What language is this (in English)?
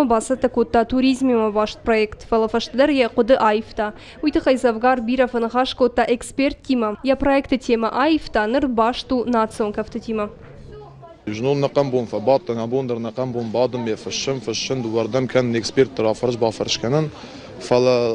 Ossetic